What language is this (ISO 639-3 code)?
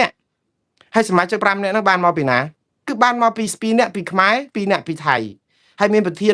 khm